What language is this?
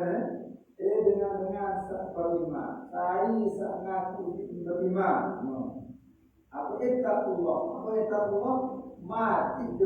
Sasak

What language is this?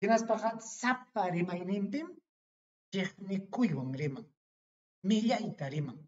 Ayacucho Quechua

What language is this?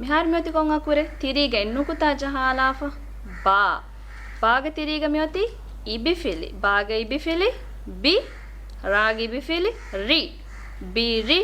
Divehi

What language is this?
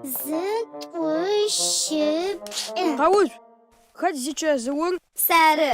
Adyghe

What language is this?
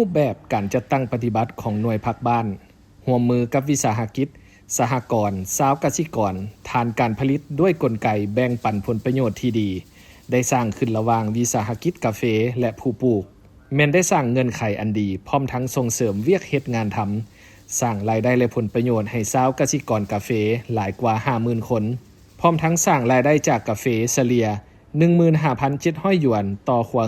Lao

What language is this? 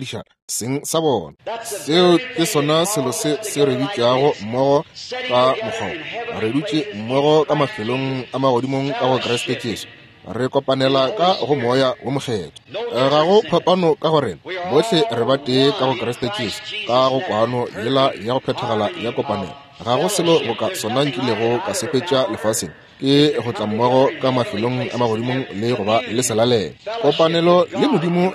Northern Sotho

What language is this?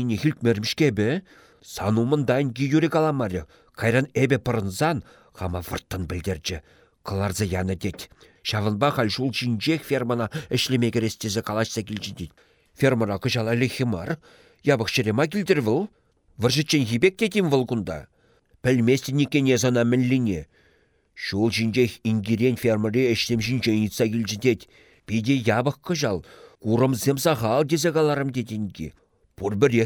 Chuvash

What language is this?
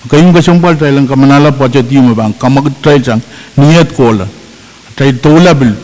Pohnpeian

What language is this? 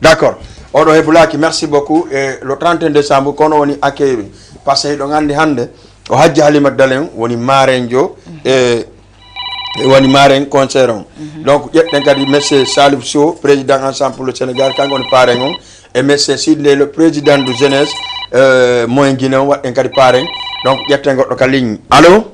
Fula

